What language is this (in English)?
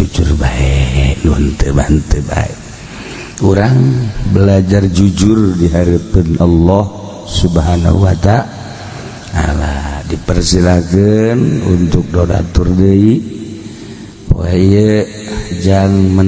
Sundanese